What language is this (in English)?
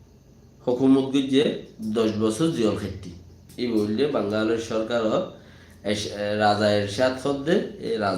Rohingya